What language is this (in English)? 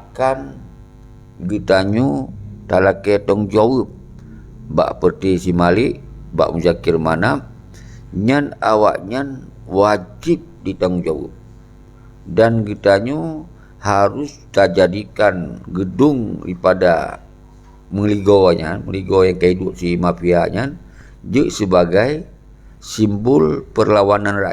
Achinese